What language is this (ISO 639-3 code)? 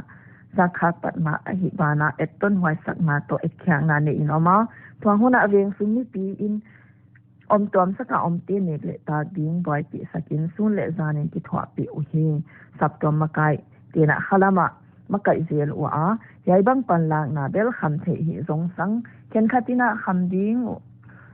pck